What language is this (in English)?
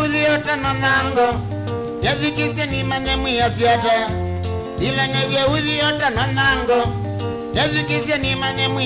Kamba